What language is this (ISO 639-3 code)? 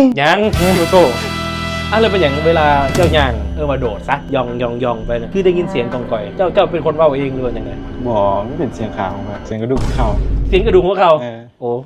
lao